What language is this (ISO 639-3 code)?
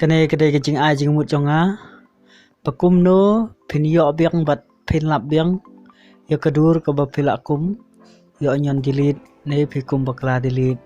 kha